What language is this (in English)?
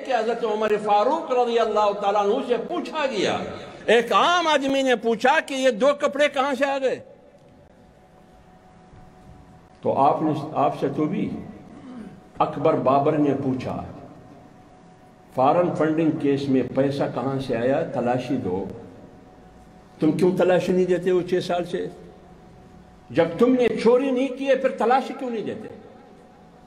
Urdu